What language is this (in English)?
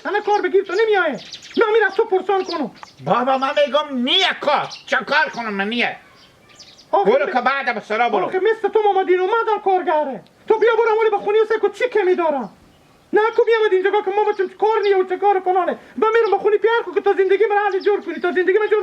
Hazaragi